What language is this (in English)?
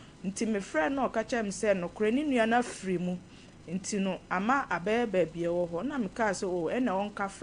Akan